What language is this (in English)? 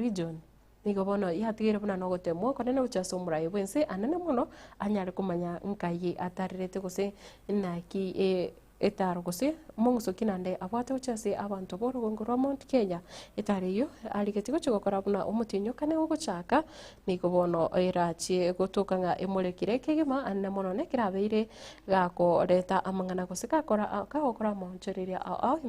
Gusii